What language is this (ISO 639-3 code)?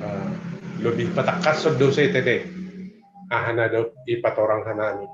bts